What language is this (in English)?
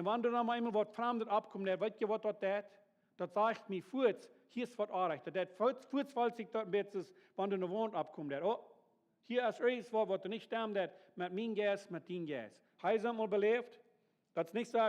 Plautdietsch